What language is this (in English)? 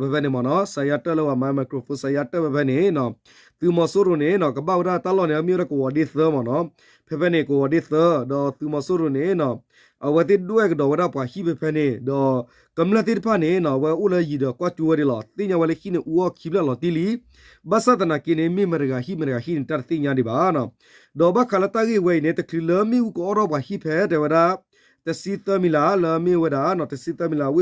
S'gaw Karen